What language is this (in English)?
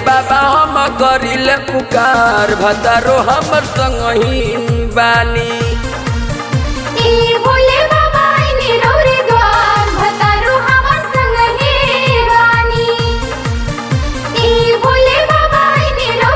Bhojpuri